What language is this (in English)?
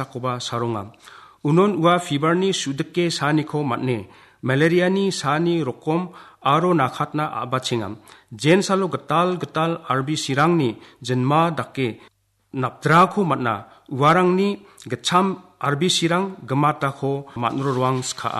Garo